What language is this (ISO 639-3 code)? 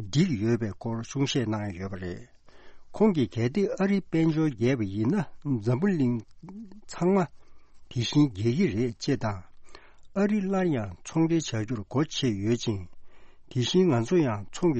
bod